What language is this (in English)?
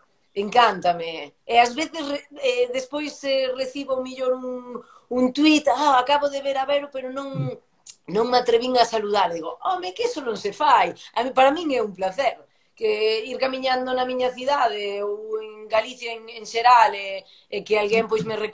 Galician